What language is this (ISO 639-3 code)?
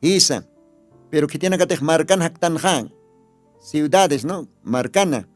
aym